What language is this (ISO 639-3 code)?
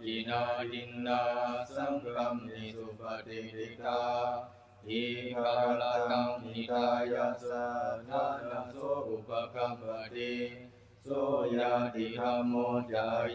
tts